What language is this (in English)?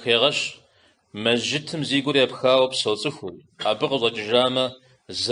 Kabardian